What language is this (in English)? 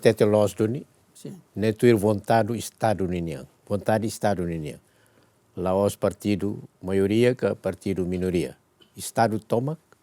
Tetum